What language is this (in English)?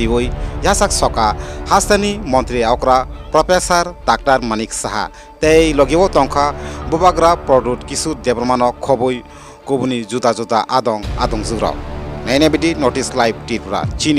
Kok Borok